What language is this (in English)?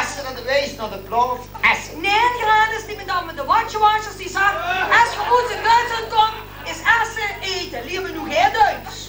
Limburgish